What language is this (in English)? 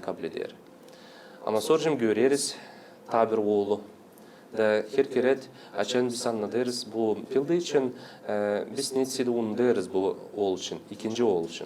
Gagauz